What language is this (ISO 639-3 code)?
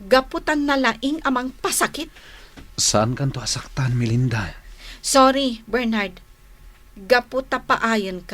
ilo